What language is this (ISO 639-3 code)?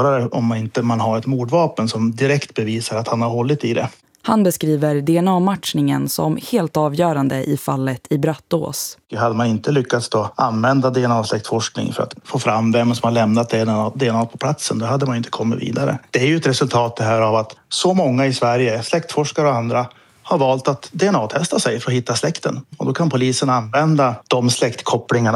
swe